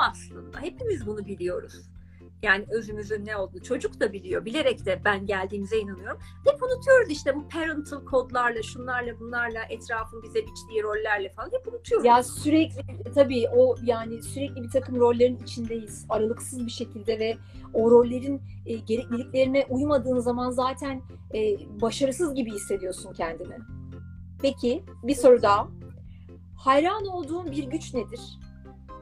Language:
Turkish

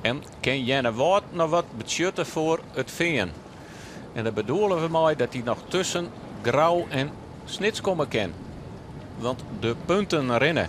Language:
Western Frisian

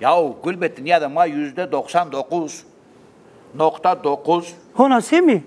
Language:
Zaza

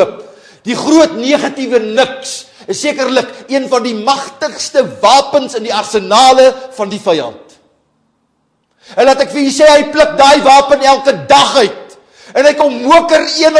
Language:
Afrikaans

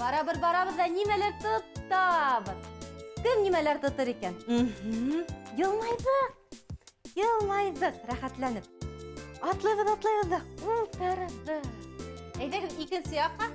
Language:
Bashkir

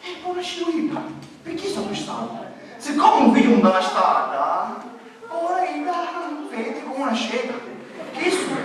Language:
Sicilian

